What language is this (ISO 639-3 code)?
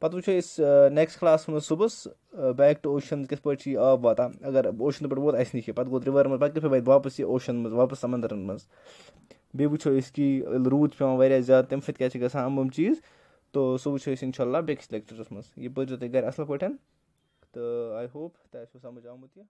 kas